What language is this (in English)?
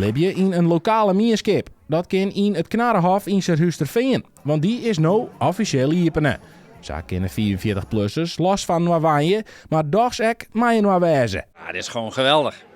Western Frisian